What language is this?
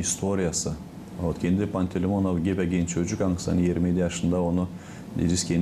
Gagauz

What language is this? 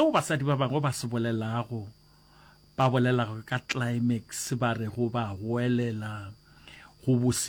Northern Sotho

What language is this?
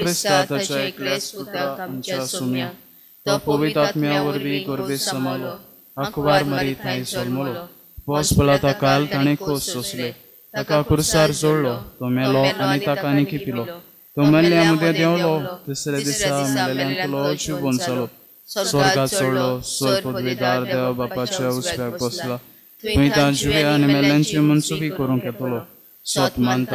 Konkani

